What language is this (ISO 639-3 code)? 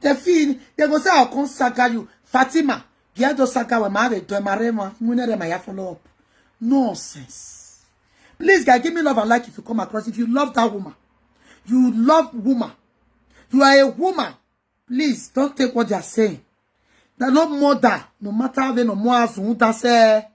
pcm